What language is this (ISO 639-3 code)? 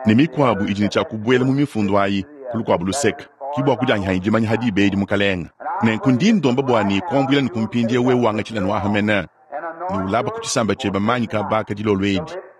lua